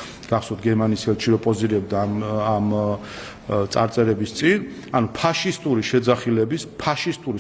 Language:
Georgian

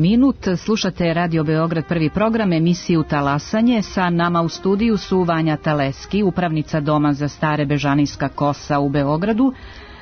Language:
Serbian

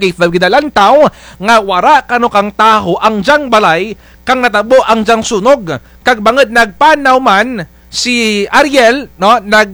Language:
Kinaray-a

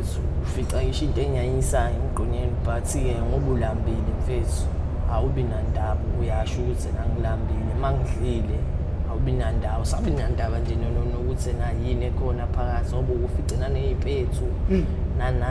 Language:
Zulu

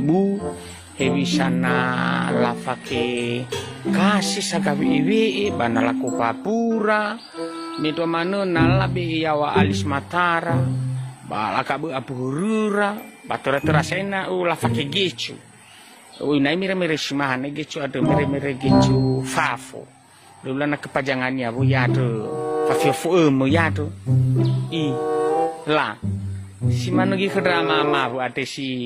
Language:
Nias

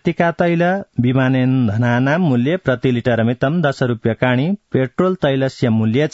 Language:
Sanskrit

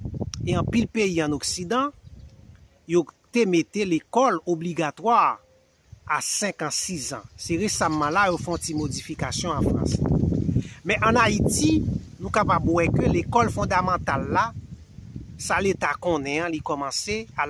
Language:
Haitian Creole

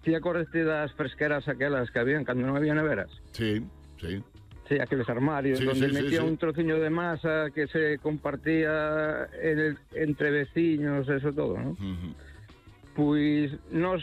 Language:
Galician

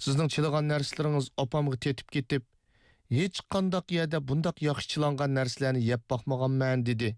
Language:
Uyghur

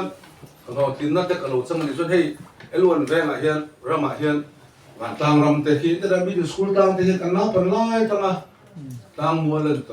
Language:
Mizo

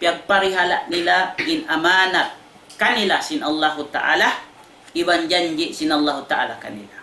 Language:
Tausug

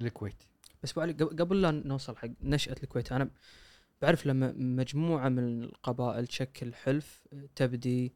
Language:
Gulf Arabic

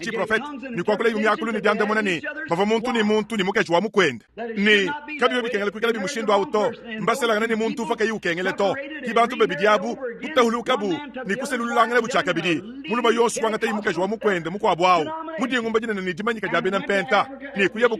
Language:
Luba-Lulua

